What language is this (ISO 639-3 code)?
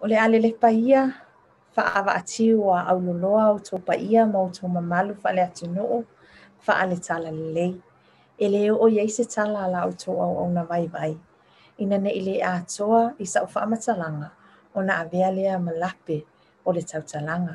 smo